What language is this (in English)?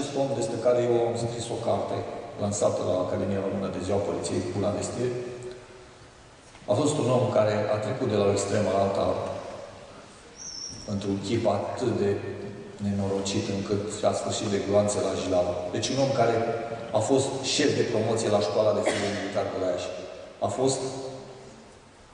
Romanian